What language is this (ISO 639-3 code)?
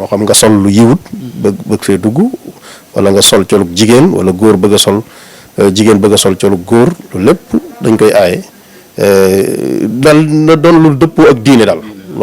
wol